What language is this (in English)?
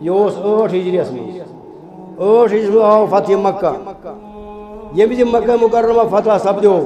Kashmiri